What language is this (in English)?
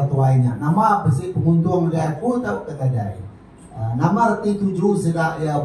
Iban